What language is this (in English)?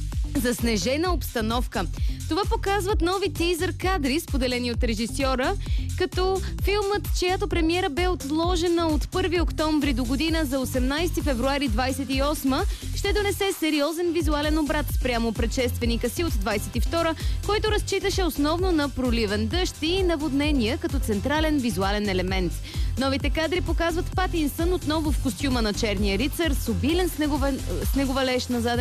Bulgarian